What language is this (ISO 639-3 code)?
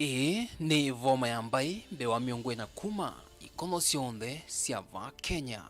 kam